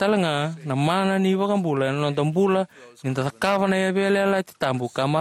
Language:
Fijian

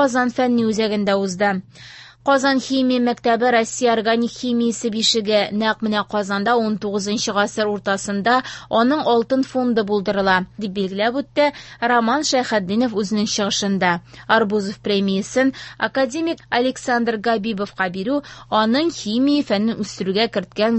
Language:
Tatar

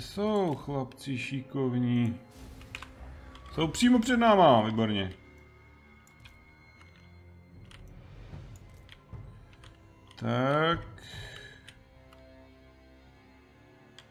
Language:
Czech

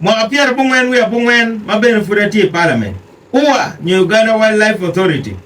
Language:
Acoli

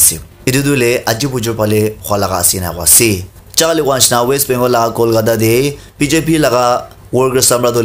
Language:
Naga Pidgin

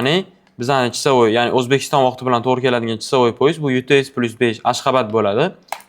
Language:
Uzbek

